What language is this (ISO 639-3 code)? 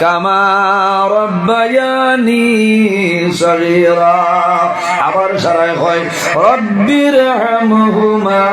syl